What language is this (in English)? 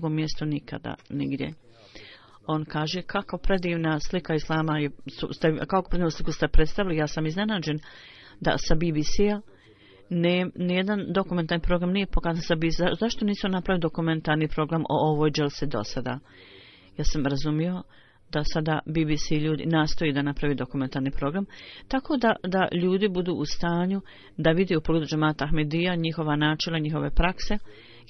Bosnian